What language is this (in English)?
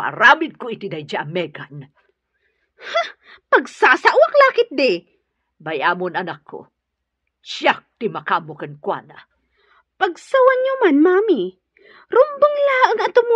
Iloko